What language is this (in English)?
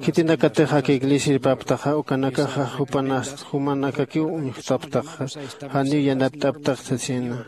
Aymara